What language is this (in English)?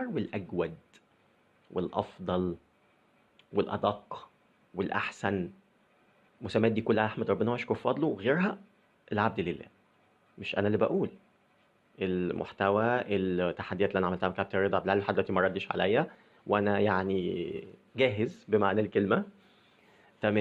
Egyptian Arabic